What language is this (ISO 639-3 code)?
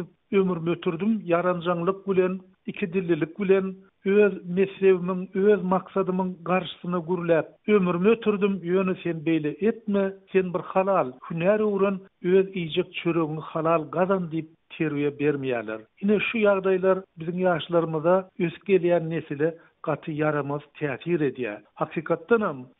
tuk